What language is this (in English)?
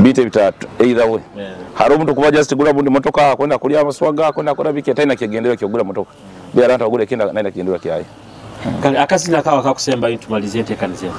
Nyoro